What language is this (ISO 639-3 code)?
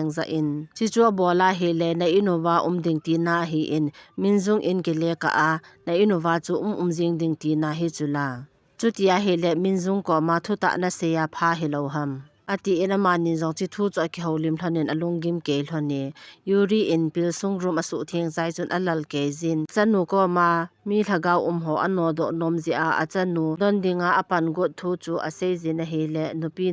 tcz